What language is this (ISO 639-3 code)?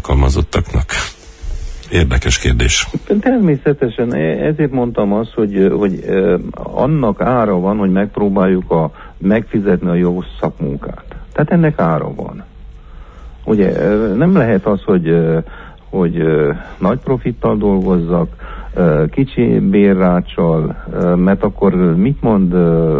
hun